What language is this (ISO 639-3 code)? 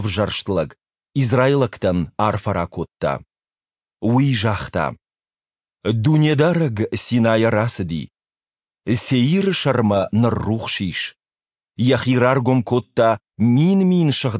oss